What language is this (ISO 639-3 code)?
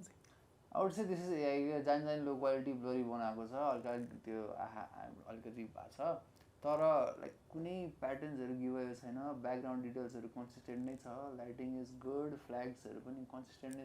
nep